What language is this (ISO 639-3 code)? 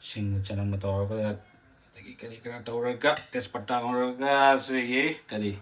mni